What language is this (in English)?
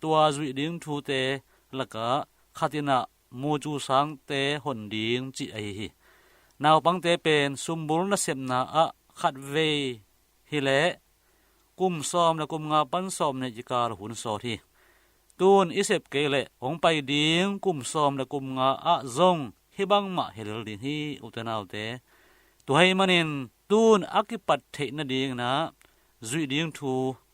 Tedim Chin